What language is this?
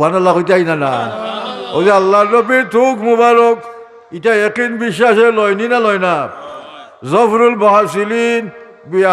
Sylheti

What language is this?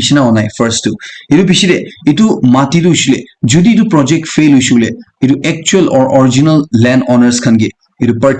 Naga Pidgin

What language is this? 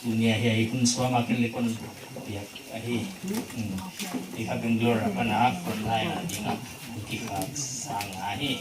Paite Chin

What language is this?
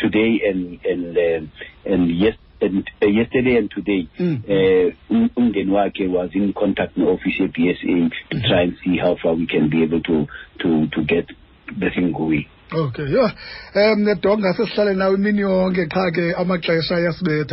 Xhosa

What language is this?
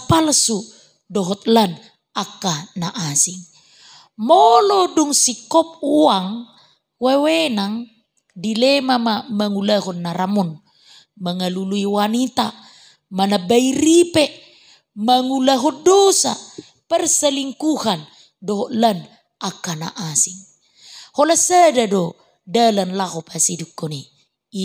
Batak Toba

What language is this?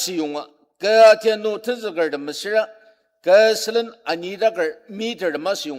Ao Naga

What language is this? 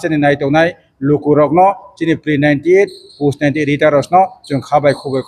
Riang (India)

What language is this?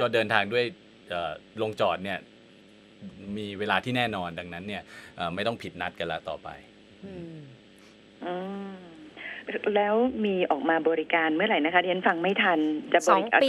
Thai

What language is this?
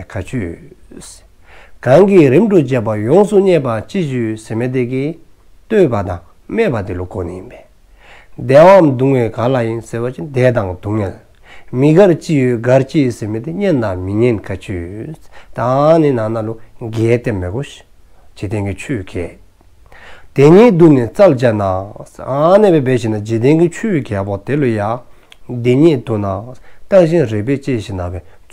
Dzongkha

